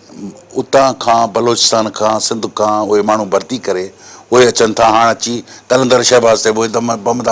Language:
Sindhi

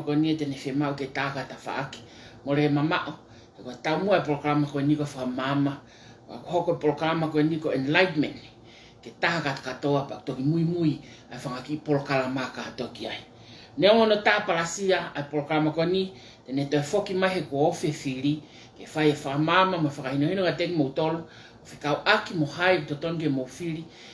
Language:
Tongan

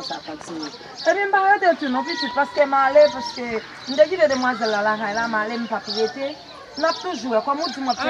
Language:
Haitian Creole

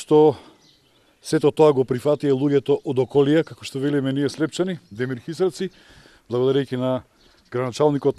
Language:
Macedonian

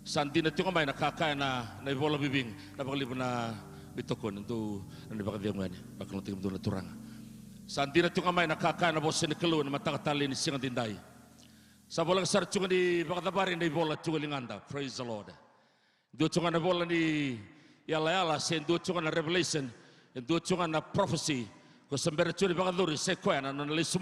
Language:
Fijian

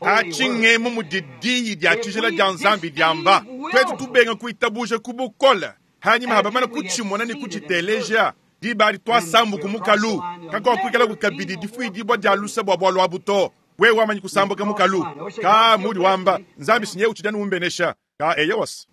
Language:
Luba-Lulua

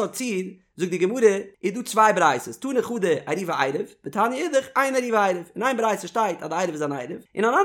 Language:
Yiddish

